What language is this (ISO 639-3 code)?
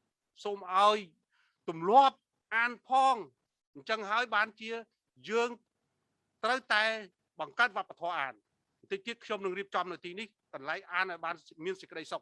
khm